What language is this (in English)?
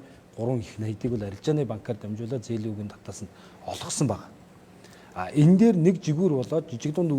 Mongolian